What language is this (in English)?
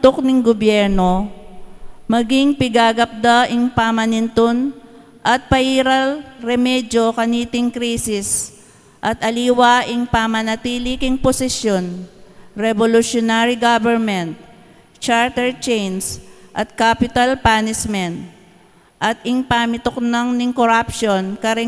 Pampanga